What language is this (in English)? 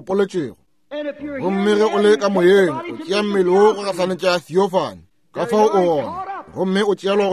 Northern Sotho